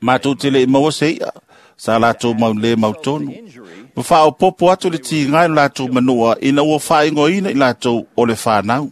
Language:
Samoan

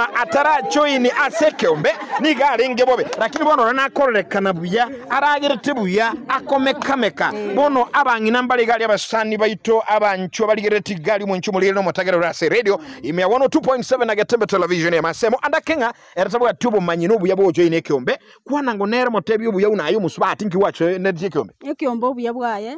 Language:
Gusii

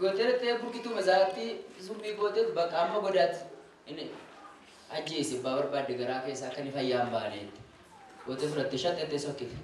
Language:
Oromo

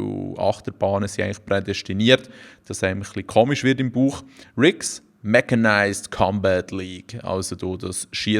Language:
Swiss German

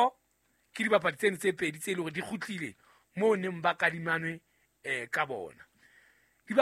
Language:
Southern Sotho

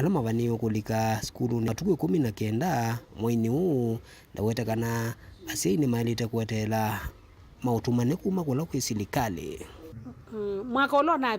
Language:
Kamba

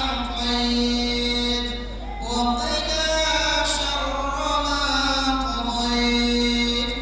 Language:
Buginese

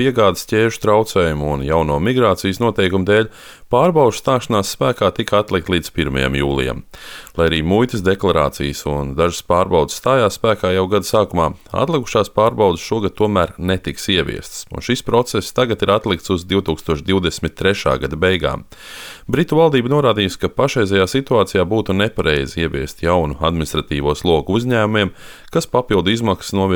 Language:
Latvian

